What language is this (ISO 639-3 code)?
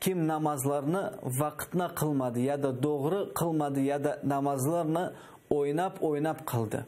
crh